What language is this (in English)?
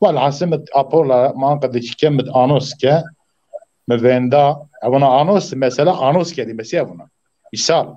Zaza